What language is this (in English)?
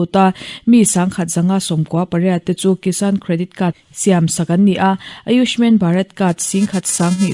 Mizo